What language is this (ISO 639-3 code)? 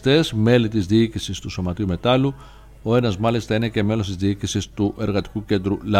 ell